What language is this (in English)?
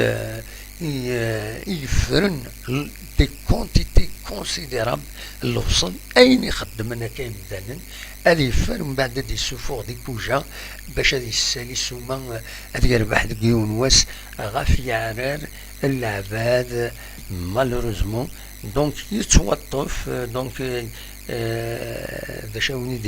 Kabyle